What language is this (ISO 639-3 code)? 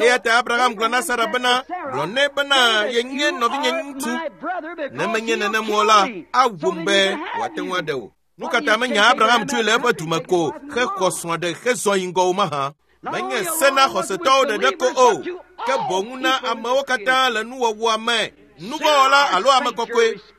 ewe